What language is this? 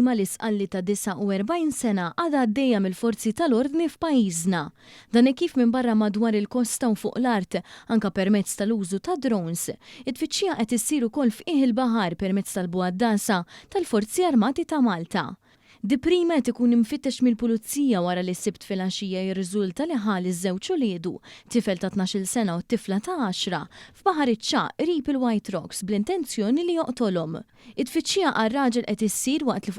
Maltese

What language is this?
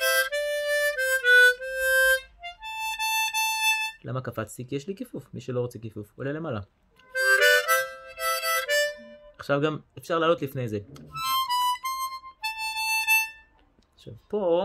Hebrew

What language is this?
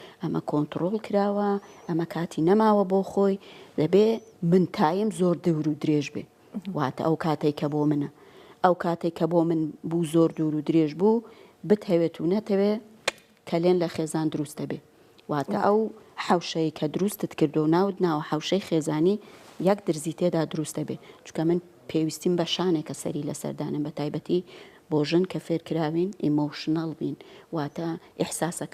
Central Kurdish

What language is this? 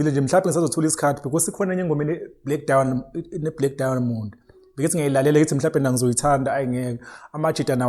Zulu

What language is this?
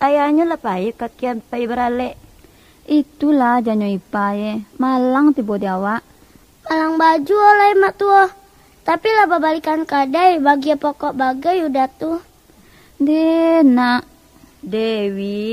Minangkabau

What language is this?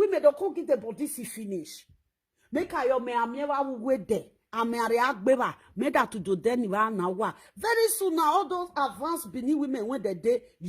Nigerian Pidgin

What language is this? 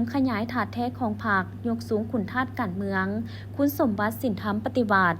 Lao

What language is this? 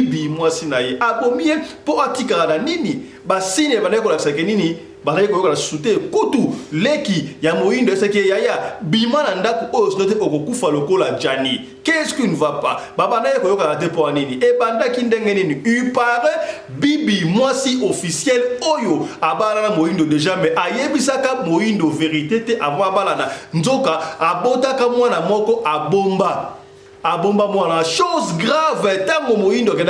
Lingala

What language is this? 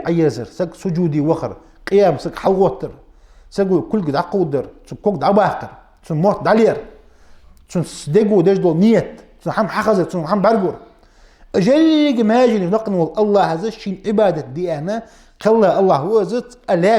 Ingush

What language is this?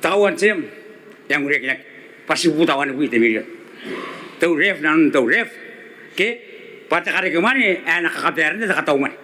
Gilbertese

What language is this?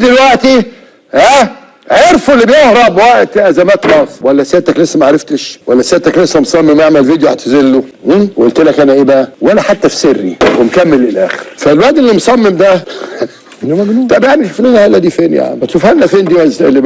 Egyptian Arabic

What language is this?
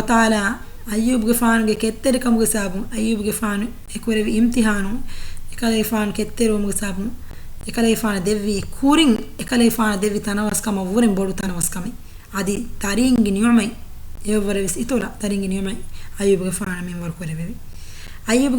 Divehi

